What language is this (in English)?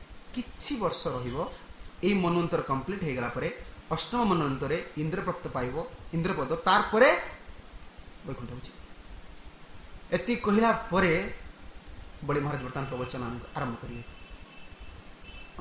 Odia